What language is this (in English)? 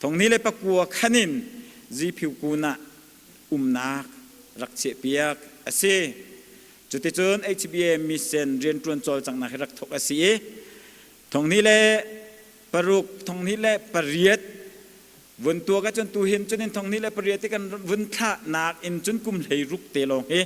Hakha Chin